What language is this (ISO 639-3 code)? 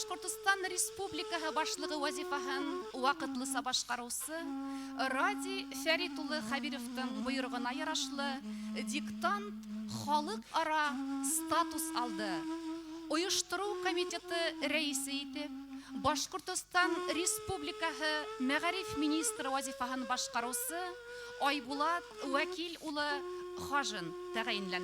bak